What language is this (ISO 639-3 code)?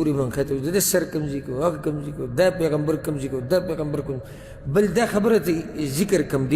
pus